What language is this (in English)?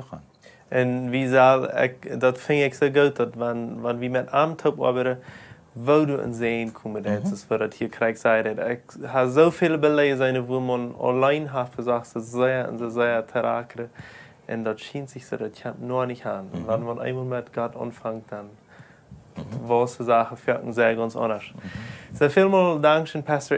Plautdietsch